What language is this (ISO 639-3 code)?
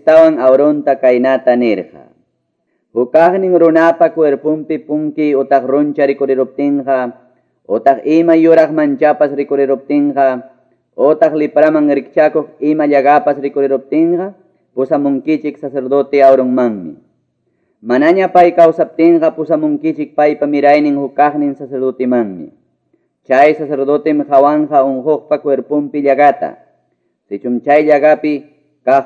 que